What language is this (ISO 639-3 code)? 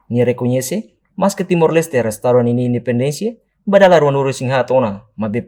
tet